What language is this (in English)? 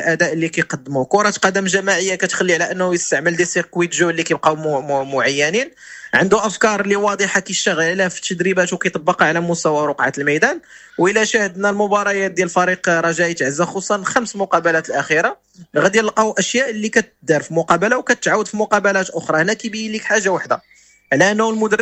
Moroccan Arabic